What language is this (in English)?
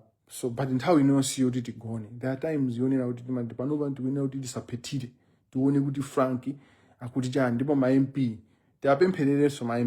Nyanja